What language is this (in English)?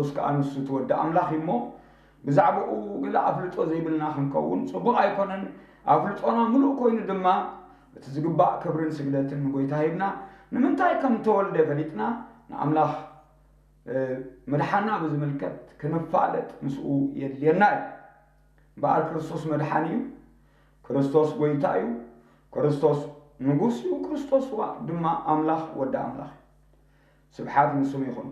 Tigrinya